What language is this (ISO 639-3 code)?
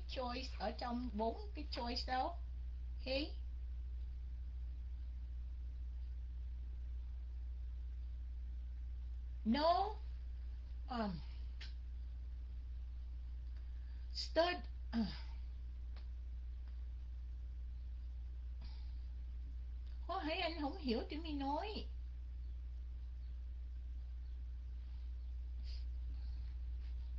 vie